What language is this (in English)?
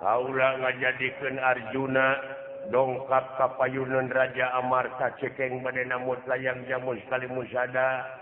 Sundanese